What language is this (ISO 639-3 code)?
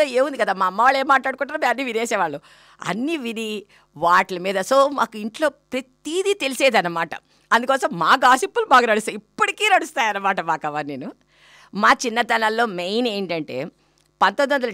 tel